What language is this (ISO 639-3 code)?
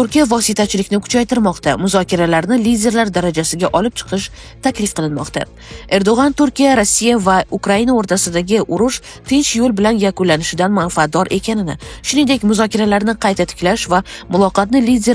uzb